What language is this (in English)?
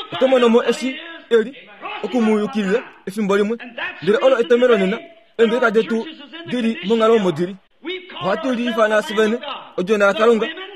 Kuanyama